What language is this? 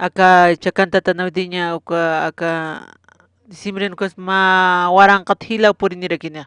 Aymara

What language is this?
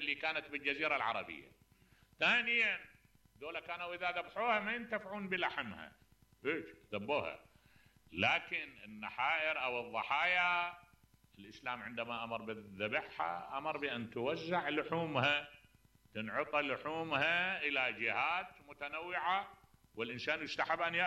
Mesopotamian Arabic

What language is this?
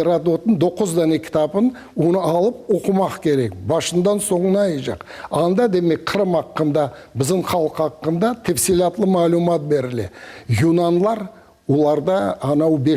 Crimean Tatar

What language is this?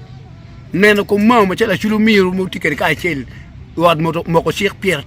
Acoli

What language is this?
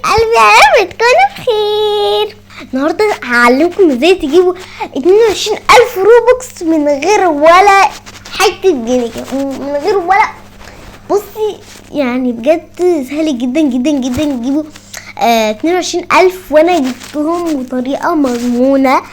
Egyptian Arabic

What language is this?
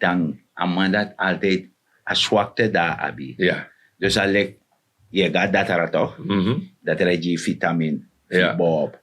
Sranan Tongo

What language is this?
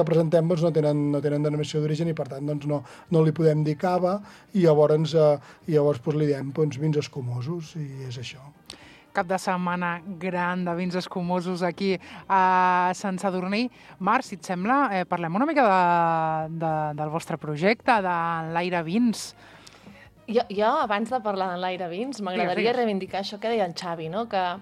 Catalan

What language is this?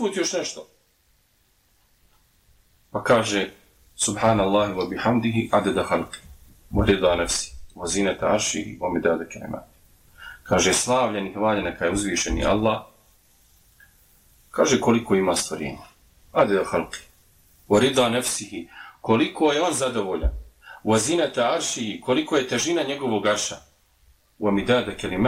Bosnian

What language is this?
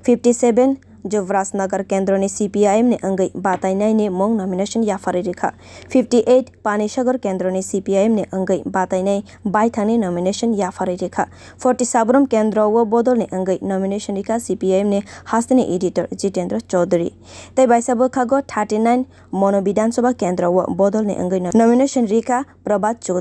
Kok Borok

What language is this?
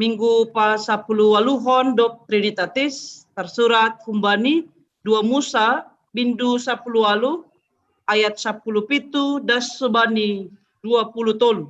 Batak Simalungun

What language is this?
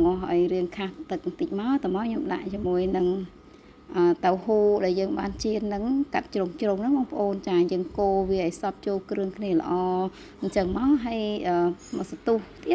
Khmer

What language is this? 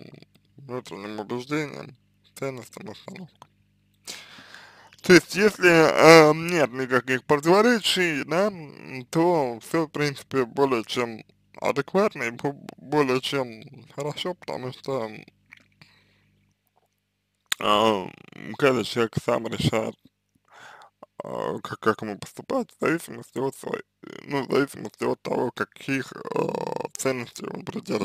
Russian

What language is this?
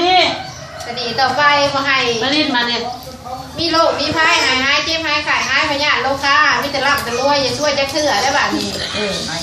Lao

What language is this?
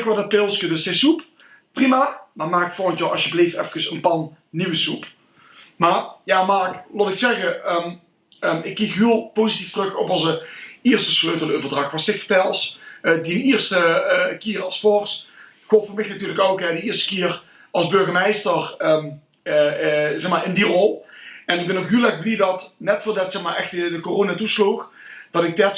Limburgish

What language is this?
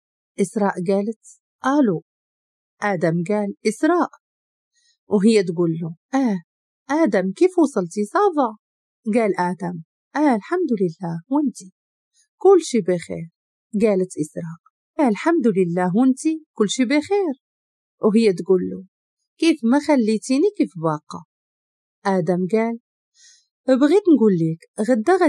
Moroccan Arabic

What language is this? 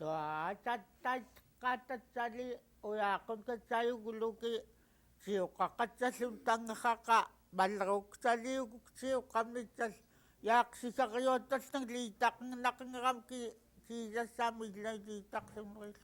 Central Yupik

